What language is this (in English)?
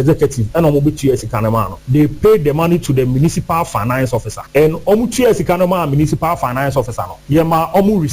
Akan